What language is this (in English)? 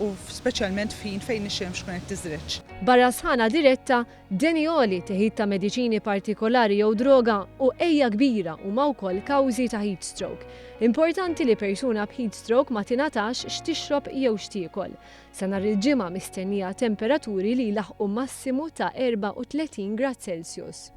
Maltese